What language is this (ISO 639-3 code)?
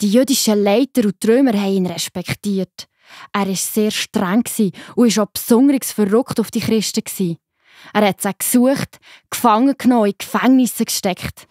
gsw